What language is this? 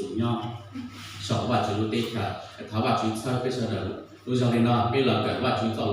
Hmong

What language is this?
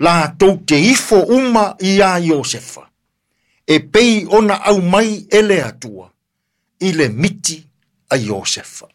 Samoan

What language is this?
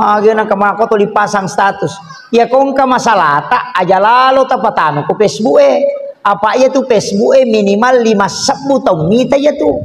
Buginese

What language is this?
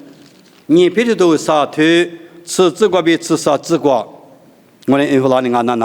Lisu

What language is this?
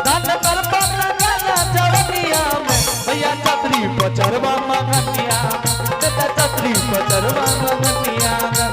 Angika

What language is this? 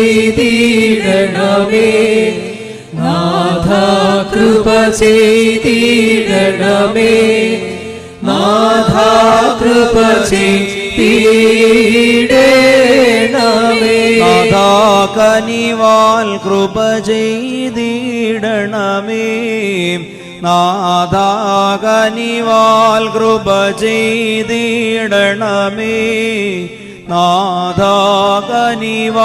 Malayalam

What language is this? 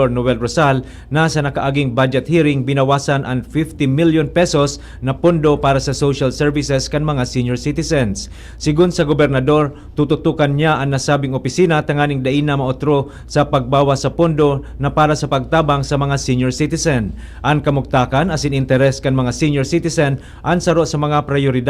Bikol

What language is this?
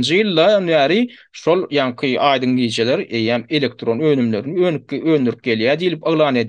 Turkmen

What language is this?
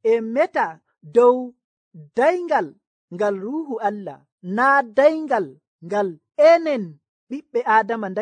Nigerian Fulfulde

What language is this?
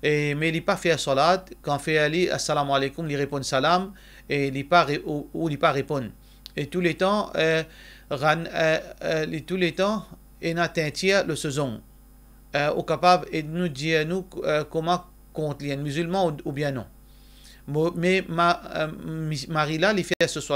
Morisyen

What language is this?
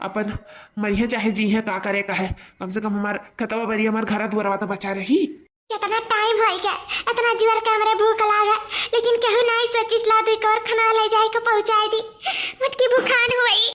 Awadhi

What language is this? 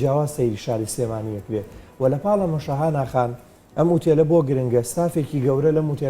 Central Kurdish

